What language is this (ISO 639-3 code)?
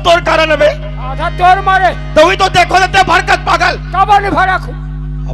hne